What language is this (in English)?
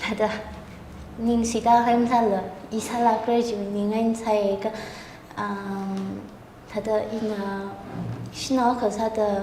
Tangkhul Naga (India)